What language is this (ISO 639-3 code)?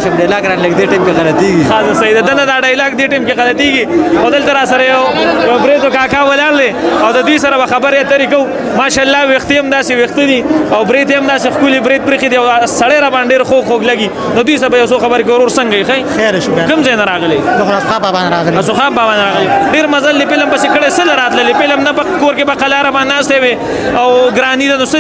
pus